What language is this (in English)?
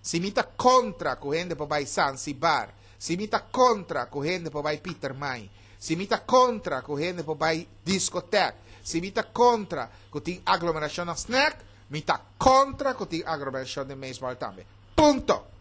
Papiamento